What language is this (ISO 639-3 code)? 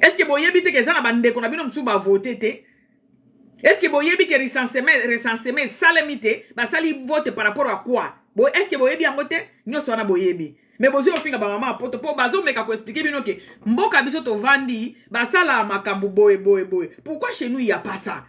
lin